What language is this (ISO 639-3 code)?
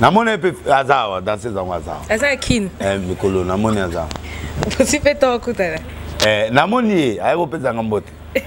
lin